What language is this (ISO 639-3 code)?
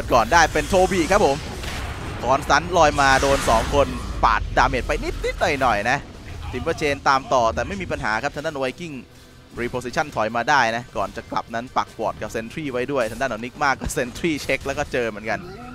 tha